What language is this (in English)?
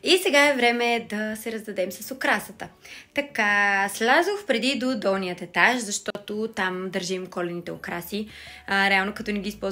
Bulgarian